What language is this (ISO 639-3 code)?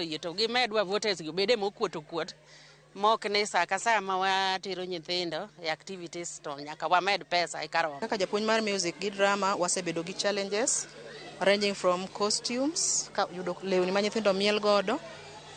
luo